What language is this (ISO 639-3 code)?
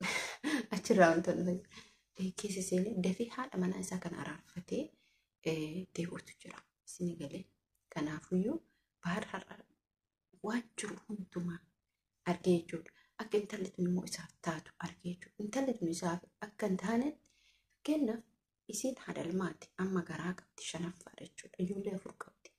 orm